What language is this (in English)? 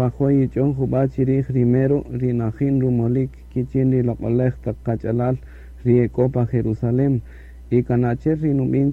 Kaqchikel